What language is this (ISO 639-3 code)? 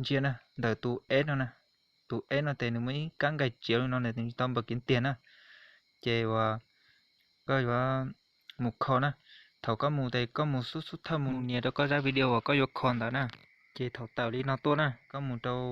hmn